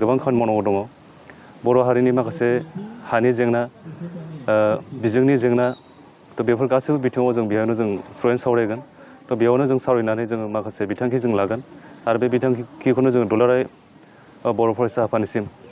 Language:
Bodo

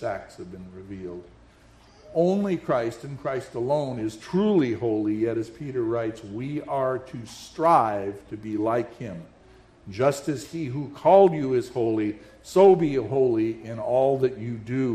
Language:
English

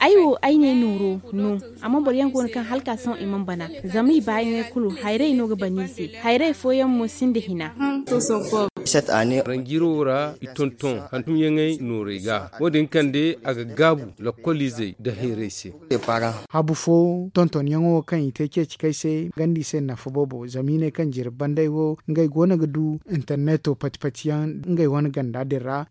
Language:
Zarma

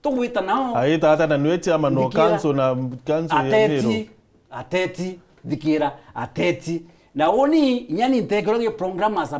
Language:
Meru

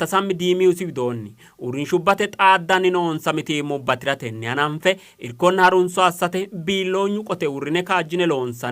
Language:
Sidamo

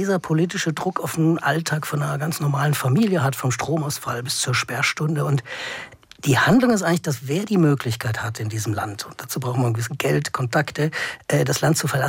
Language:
German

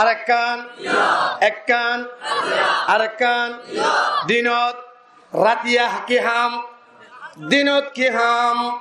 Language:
Rohingya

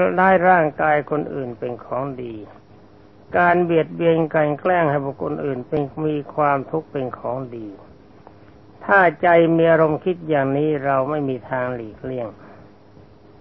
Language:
Thai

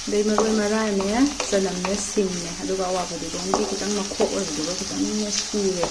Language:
Manipuri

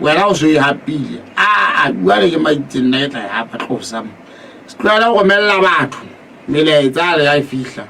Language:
Southern Sotho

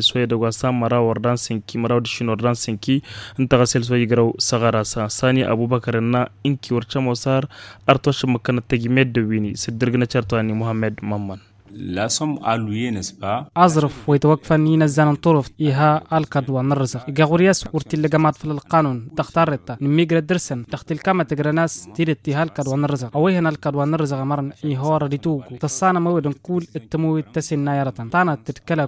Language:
Tamasheq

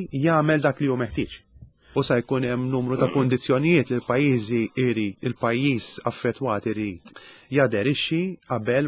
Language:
Maltese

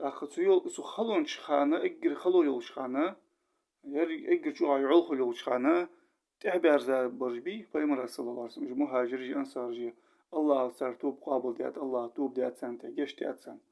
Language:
Ingush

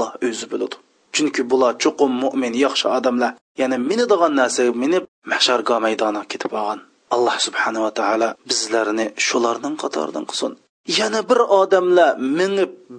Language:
Uyghur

